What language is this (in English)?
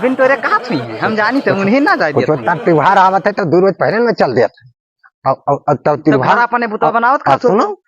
Awadhi